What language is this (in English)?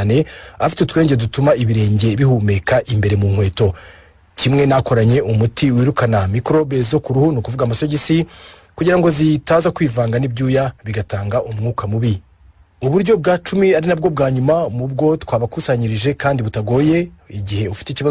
Kinyarwanda